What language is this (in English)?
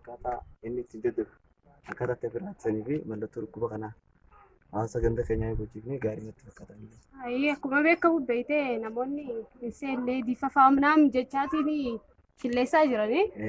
Oromo